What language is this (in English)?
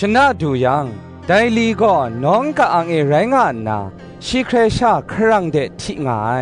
Kachin